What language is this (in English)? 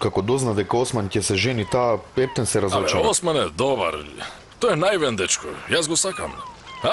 Macedonian